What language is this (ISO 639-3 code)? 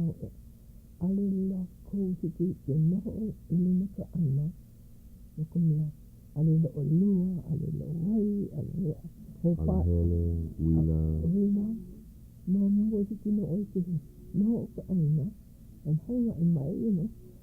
haw